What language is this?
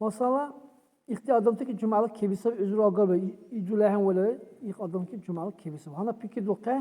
Dargwa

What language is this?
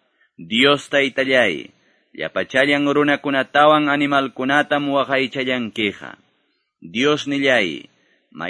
Quechua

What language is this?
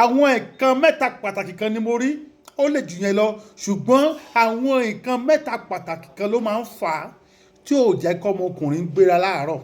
Yoruba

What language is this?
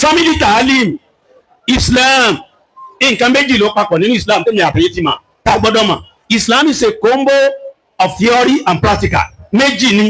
Yoruba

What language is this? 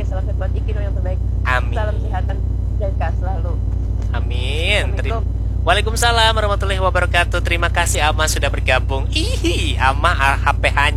Banjar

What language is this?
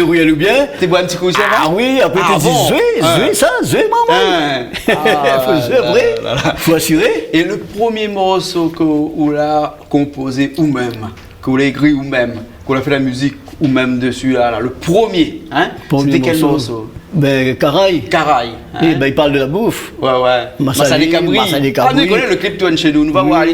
Réunion Creole French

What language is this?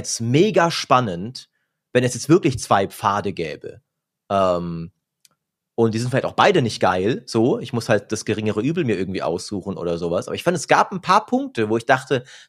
German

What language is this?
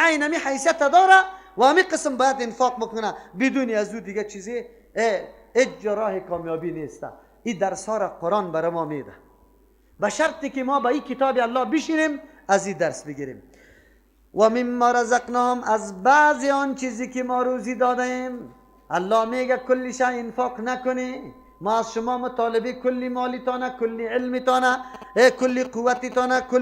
Persian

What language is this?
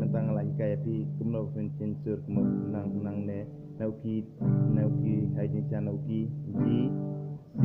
Khasi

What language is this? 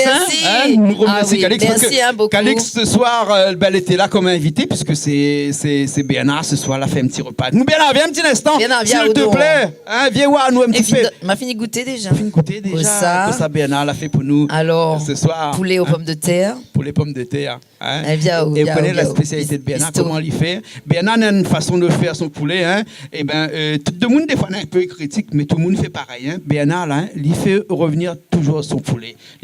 Réunion Creole French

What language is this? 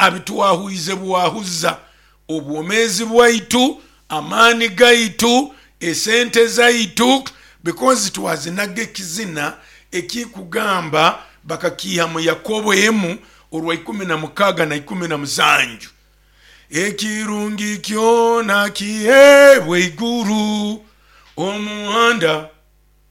Nyoro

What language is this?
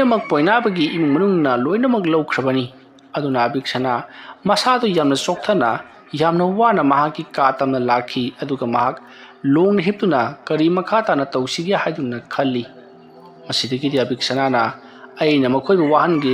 Manipuri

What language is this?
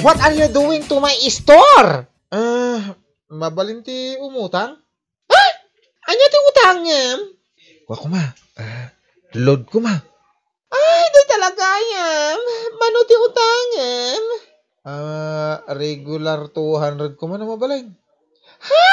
Iloko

